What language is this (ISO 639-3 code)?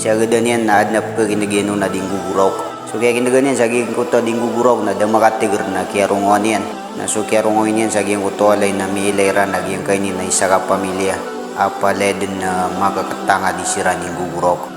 mrw